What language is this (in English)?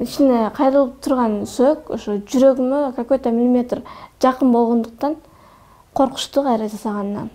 Kyrgyz